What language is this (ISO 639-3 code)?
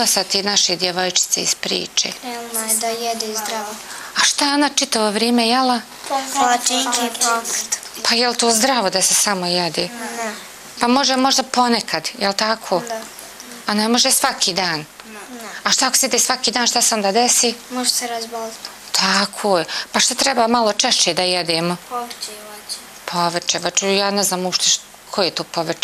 bos